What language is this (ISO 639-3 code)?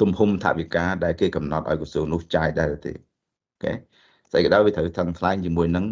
khm